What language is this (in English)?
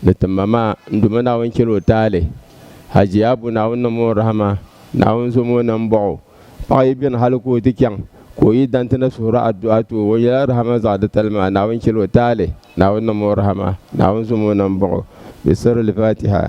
Dagbani